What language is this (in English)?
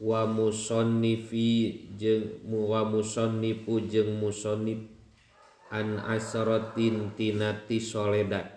Sundanese